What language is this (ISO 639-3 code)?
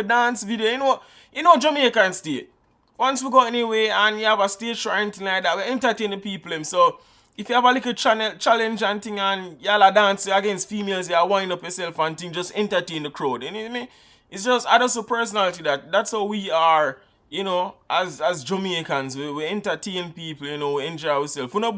jam